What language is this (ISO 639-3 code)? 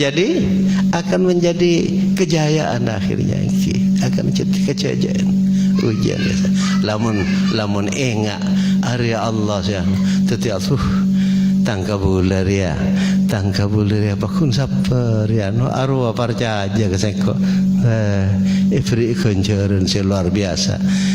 mad